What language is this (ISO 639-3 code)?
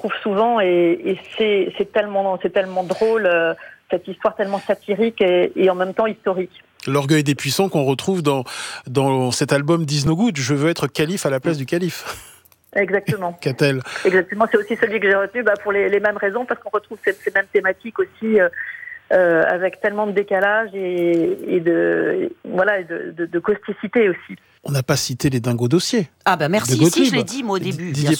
fra